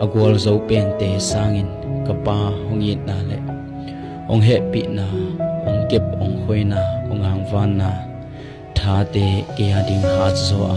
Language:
Tedim Chin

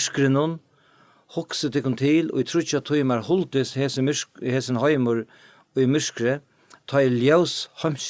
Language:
Faroese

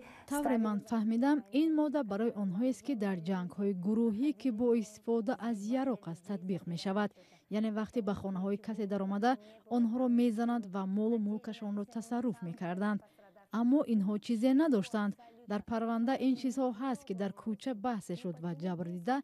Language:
Tajik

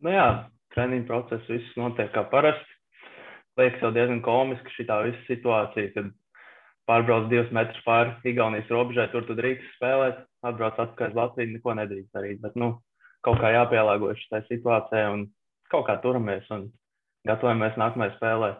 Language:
Latvian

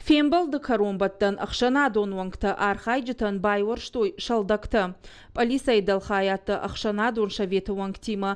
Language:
Ossetic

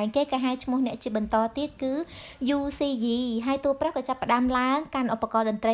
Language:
Khmer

